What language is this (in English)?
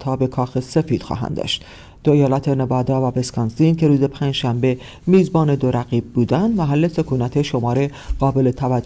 Persian